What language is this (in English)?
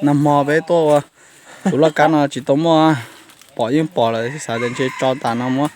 Hmong